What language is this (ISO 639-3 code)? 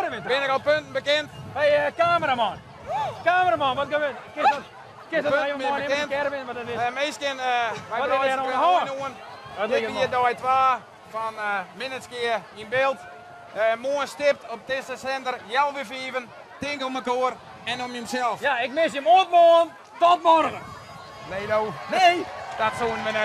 fry